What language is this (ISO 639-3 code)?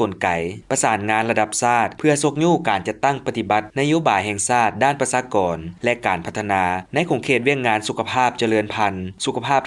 lao